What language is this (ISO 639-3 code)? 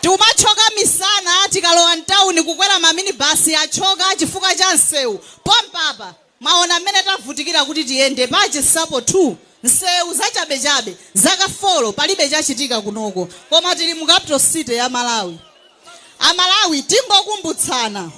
nya